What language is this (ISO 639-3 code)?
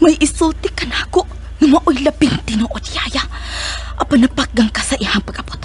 ceb